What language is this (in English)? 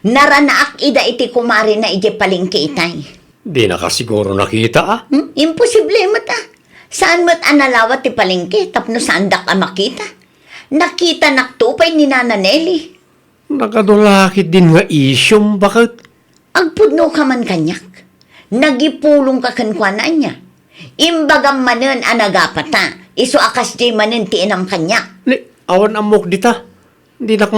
Iloko